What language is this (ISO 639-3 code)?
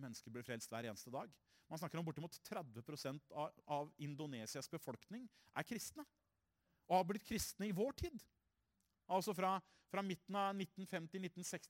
nor